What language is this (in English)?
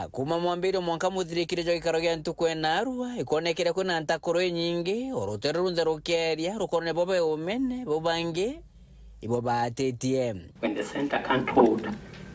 Meru